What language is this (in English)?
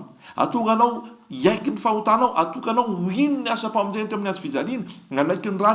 Malagasy